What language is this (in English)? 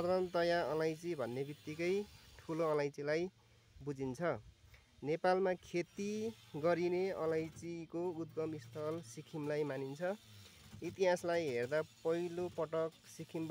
Nepali